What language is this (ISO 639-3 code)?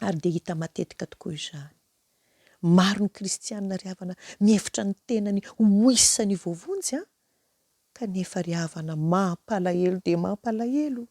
mlg